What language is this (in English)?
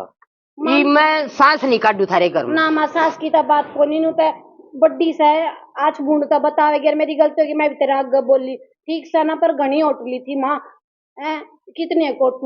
Haryanvi